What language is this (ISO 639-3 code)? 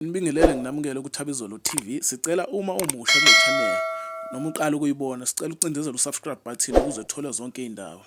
zul